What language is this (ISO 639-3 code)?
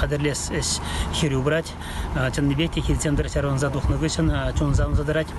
chv